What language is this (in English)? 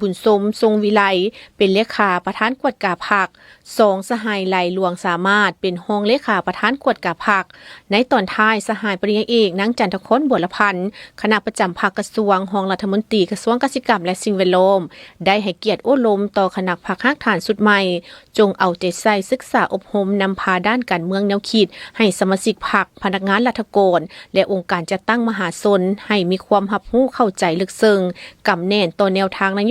Lao